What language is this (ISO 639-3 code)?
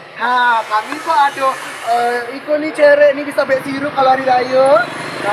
min